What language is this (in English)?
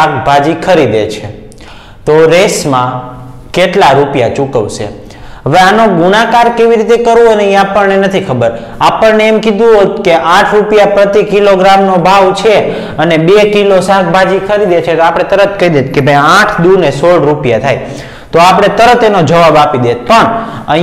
Gujarati